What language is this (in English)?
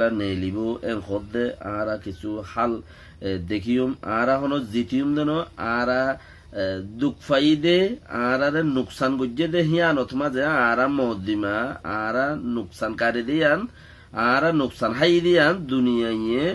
Rohingya